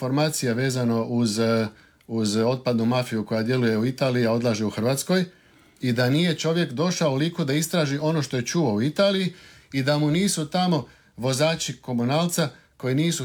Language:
Croatian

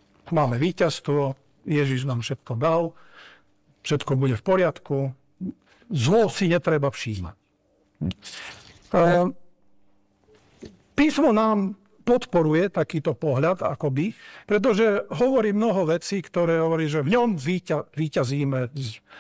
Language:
Slovak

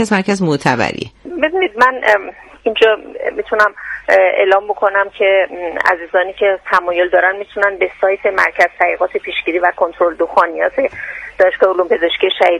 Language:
Persian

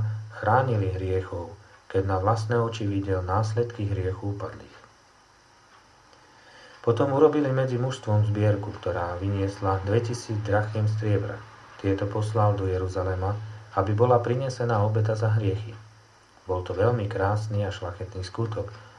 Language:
Slovak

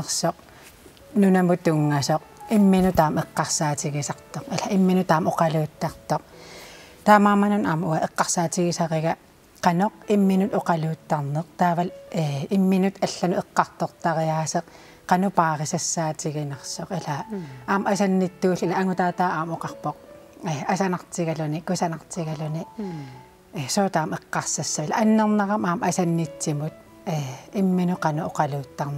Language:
Kalaallisut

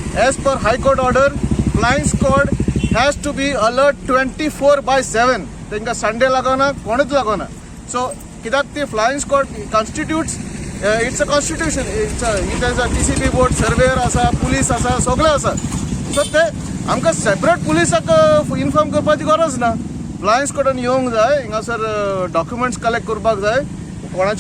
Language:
Konkani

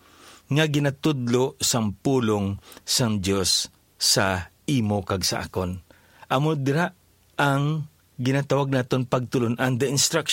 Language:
Hiligaynon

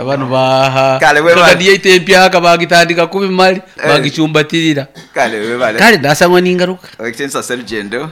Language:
Nyoro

